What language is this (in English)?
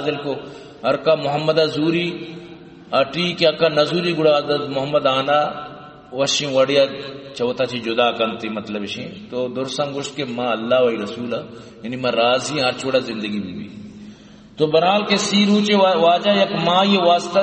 Baluchi